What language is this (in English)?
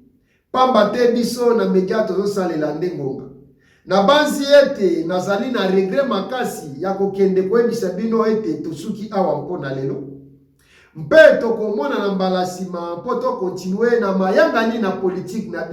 Lingala